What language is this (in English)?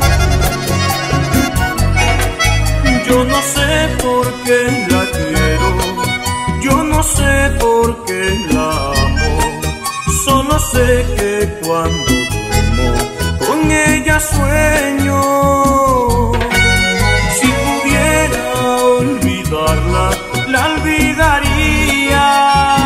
Spanish